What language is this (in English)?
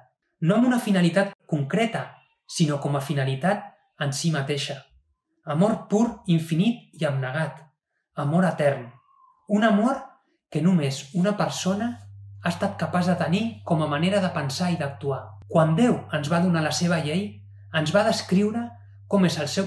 Catalan